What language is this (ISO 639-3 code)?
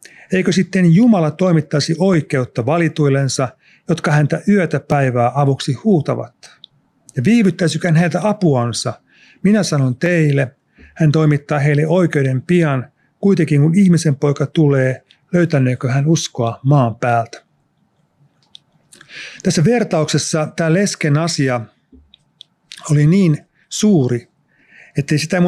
fin